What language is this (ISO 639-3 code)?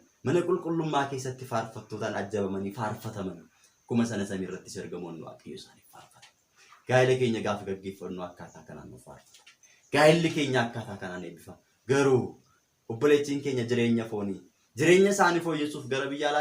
orm